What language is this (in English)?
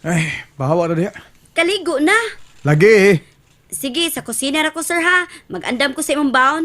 Cebuano